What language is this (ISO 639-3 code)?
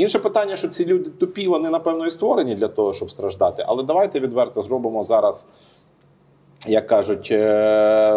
ukr